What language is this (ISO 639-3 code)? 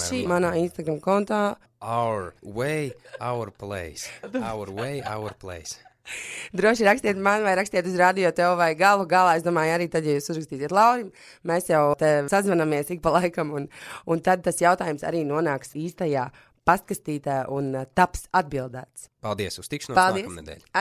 lav